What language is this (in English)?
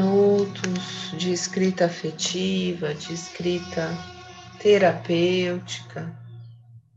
Portuguese